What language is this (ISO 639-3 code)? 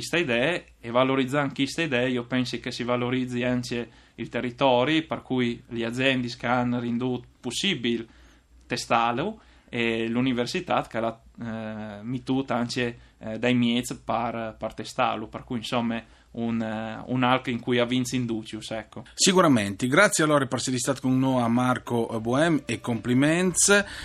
fur